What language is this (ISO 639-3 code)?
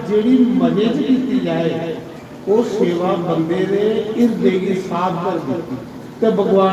doi